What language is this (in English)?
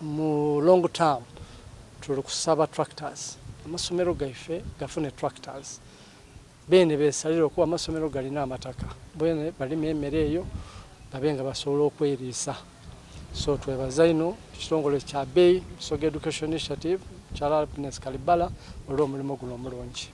Soga